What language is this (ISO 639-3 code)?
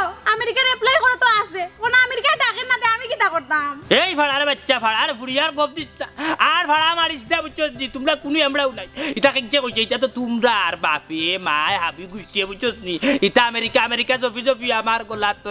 syl